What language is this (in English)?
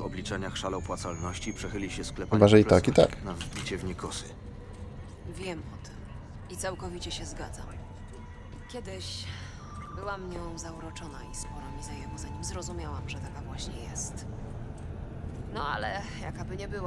Polish